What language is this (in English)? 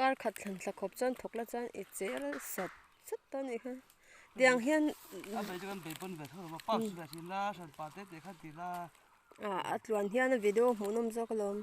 Mizo